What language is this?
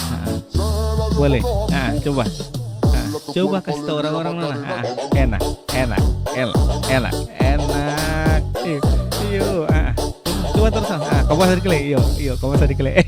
Ambonese Malay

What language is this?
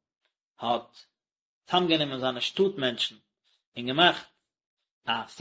Yiddish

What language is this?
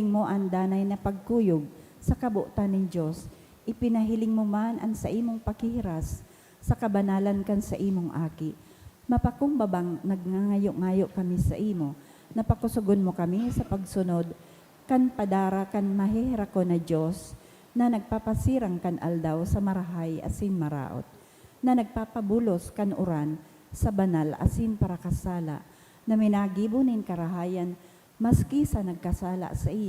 Bikol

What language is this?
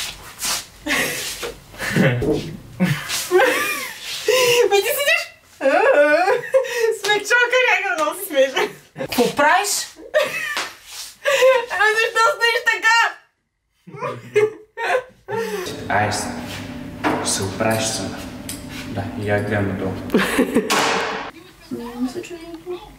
Bulgarian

